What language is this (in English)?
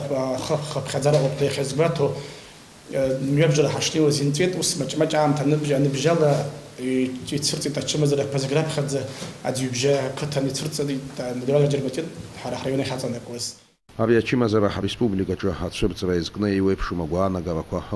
Abkhazian